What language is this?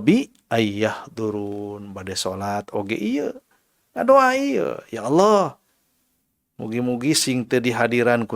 Sundanese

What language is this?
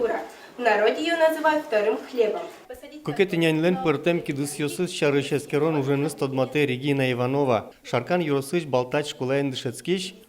Udmurt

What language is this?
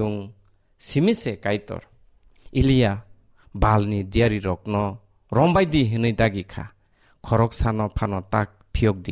Kok Borok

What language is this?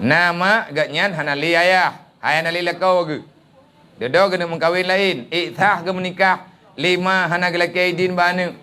Achinese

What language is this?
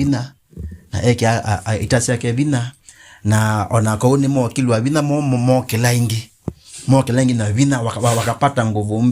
Kamba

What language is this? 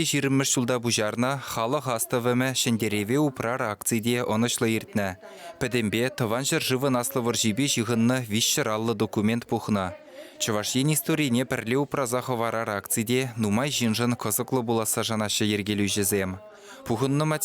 Chuvash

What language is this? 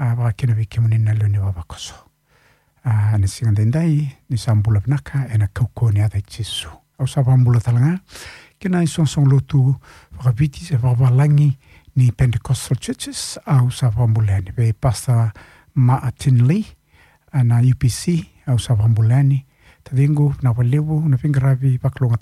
Fijian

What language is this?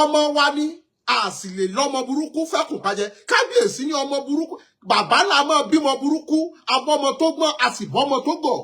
Yoruba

